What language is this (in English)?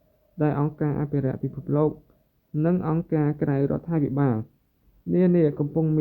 Khmer